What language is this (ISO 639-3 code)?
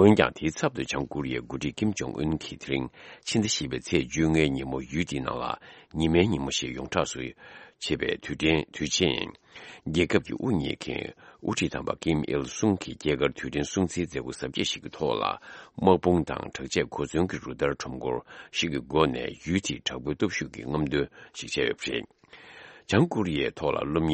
bod